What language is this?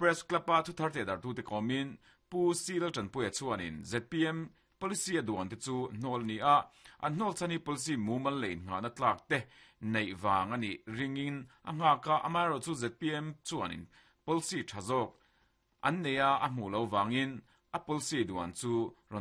Mizo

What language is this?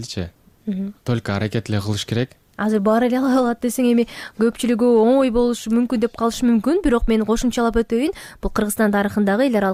Kyrgyz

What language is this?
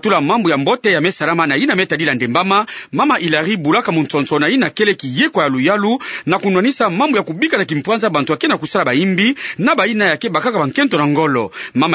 Kituba (Democratic Republic of Congo)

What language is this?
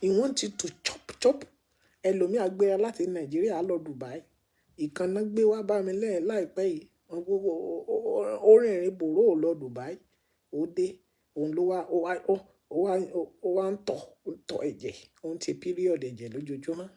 Yoruba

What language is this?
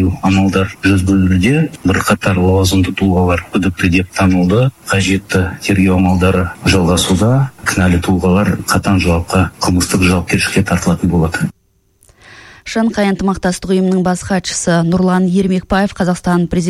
Kazakh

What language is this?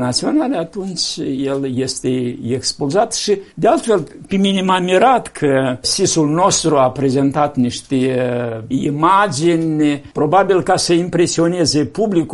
Romanian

